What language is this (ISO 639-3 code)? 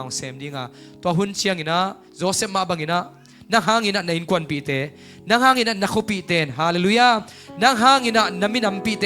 ctd